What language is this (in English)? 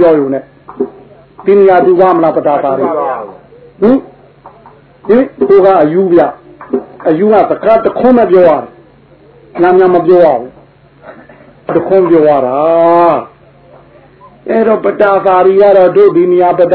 Burmese